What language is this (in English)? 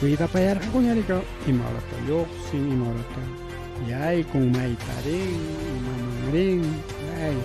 Ayacucho Quechua